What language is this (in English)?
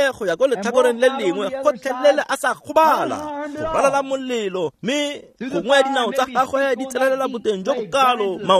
Tswana